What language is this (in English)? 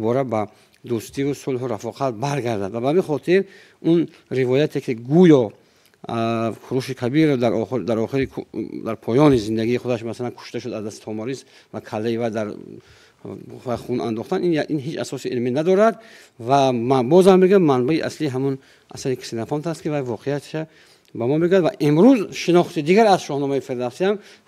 Tajik